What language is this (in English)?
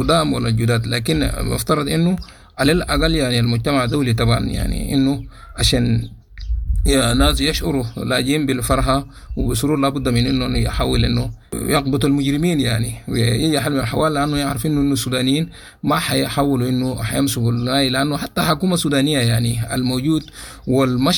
Sudanese Arabic